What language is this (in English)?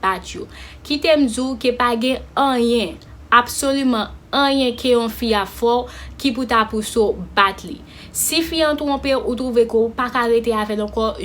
Haitian Creole